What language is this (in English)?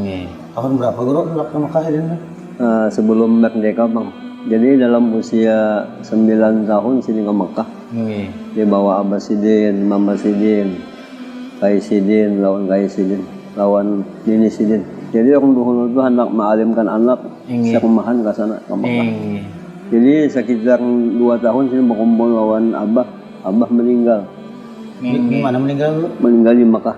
Banjar